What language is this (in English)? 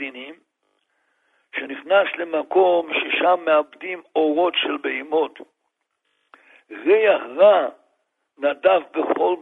Hebrew